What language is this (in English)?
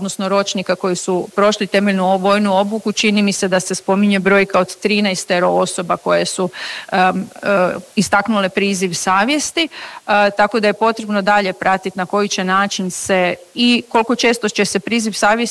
Croatian